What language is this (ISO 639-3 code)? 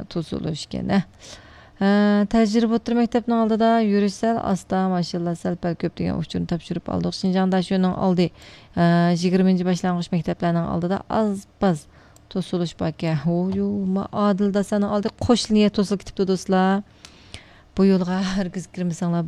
uig